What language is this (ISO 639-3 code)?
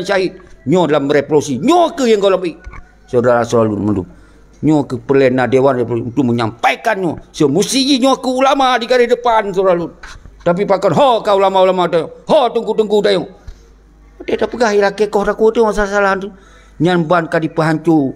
ace